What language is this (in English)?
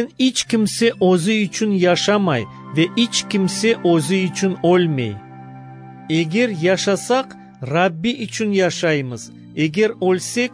Crimean Tatar